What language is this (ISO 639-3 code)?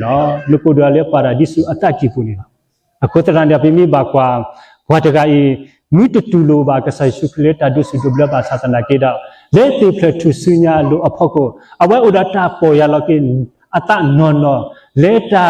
ksw